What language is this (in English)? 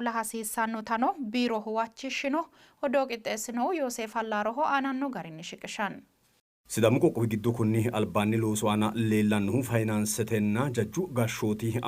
Sidamo